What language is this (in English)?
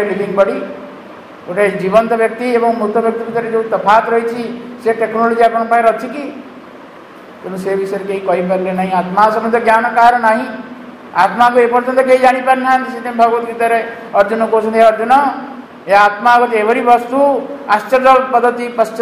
Odia